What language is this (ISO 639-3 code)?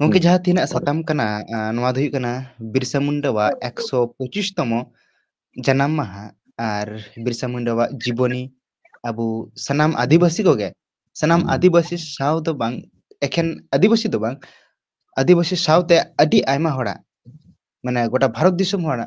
sat